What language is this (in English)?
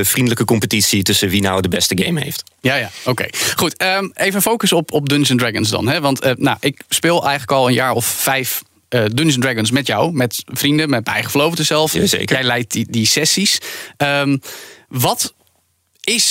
Dutch